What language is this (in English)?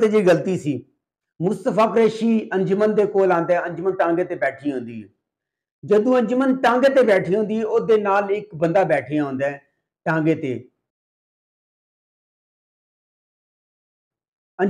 Punjabi